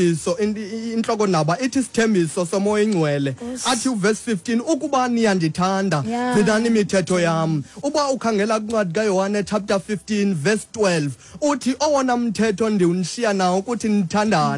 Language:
Xhosa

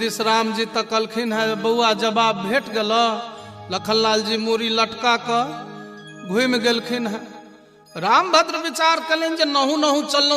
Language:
Maithili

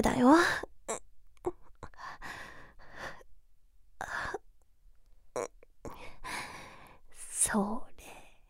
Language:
Japanese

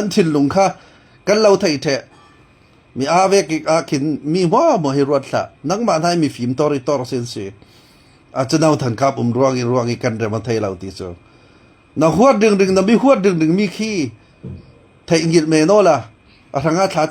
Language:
Falam Chin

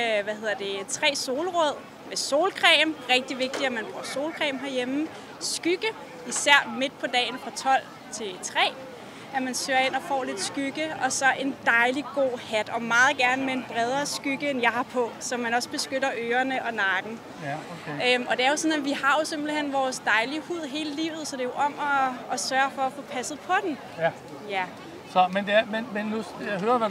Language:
Danish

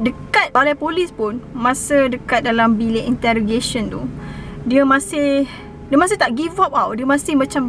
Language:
Malay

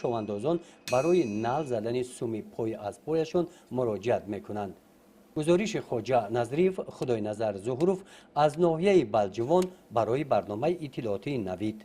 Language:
Tajik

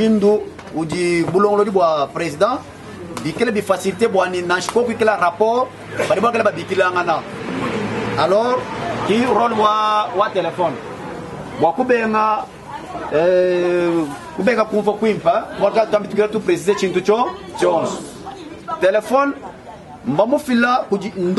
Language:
Luba-Lulua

